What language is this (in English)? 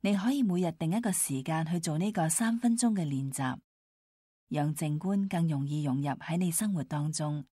Cantonese